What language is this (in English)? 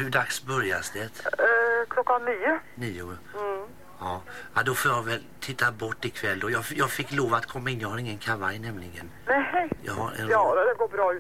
Swedish